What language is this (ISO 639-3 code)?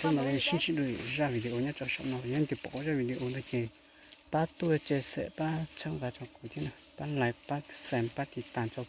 hmn